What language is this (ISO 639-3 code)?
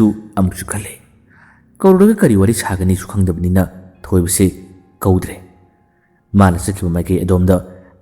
mni